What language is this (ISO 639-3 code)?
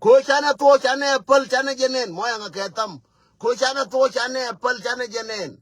nus